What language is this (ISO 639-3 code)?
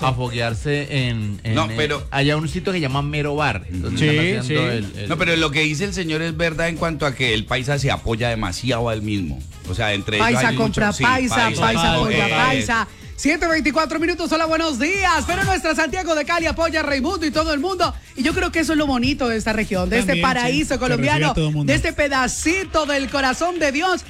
spa